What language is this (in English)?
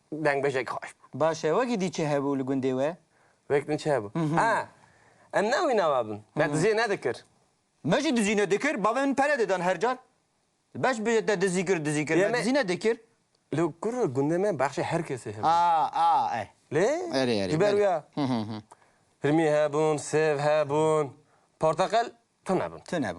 Kurdish